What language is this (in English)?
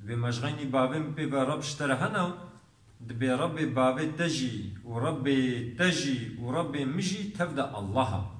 Kurdish